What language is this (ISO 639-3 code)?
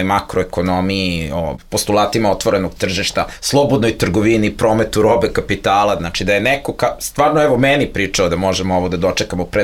srp